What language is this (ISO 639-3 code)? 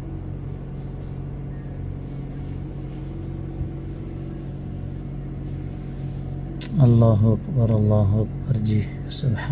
urd